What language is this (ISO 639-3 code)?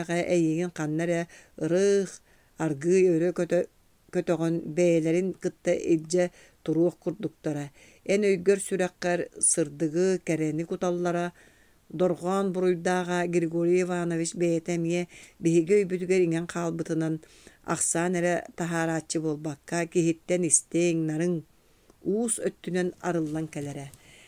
sah